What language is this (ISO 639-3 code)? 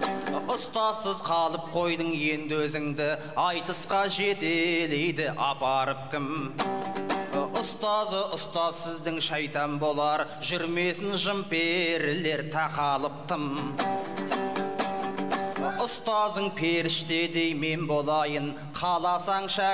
kaz